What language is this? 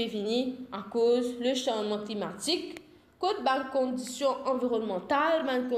Morisyen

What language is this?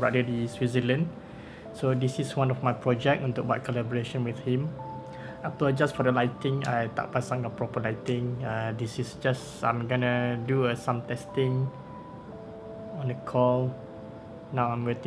Malay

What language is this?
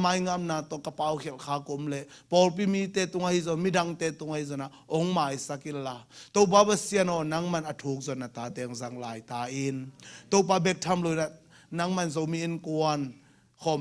Tedim Chin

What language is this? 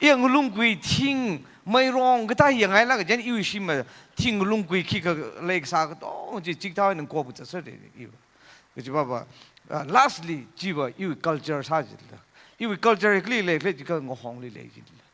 Tangkhul Naga (India)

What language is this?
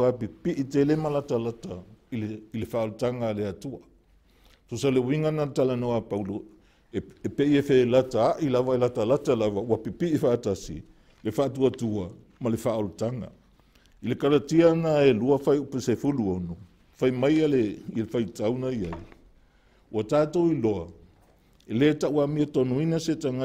Samoan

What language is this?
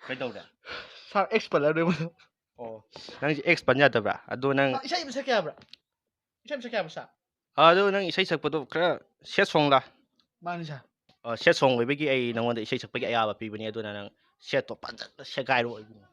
Manipuri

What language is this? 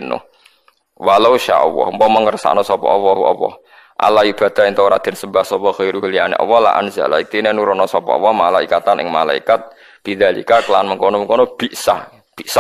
Javanese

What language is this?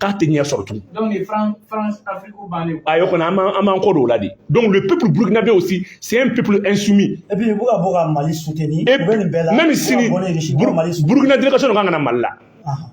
Bambara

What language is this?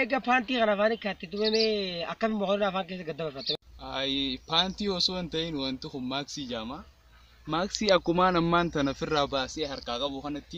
Oromo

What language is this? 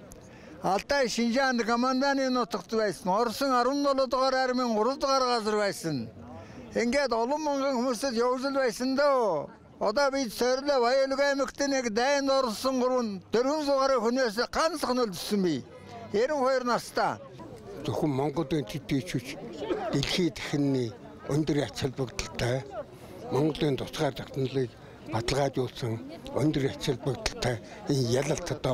Mongolian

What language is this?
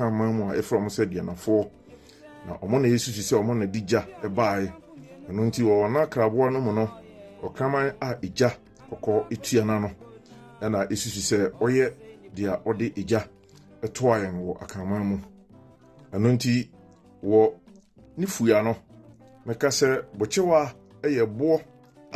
Akan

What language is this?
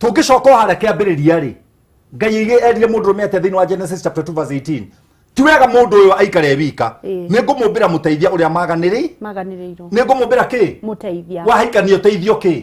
Kikuyu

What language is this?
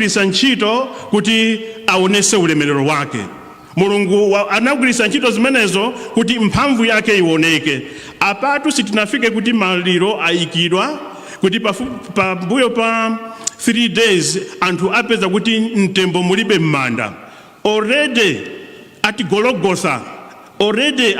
Nyanja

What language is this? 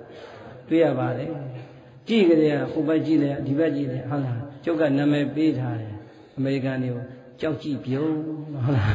Burmese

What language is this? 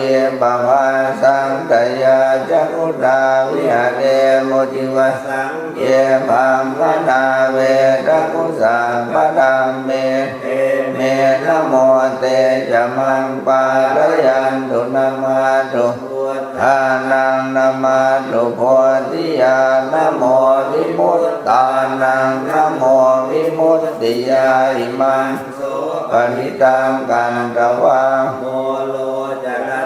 Pali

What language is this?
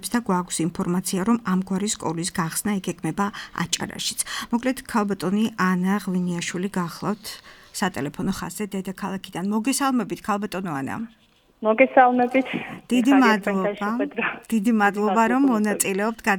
Georgian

